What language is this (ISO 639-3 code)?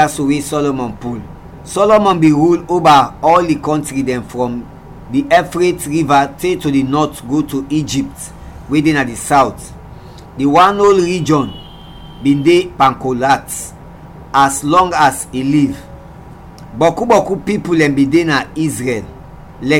kri